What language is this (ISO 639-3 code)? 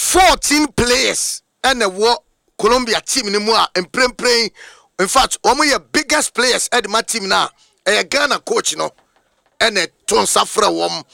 aka